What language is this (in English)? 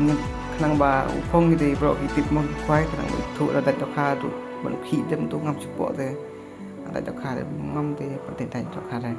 Khasi